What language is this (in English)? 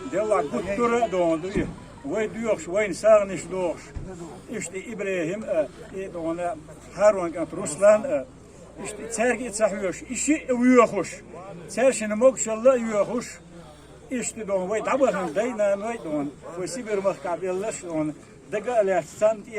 Chechen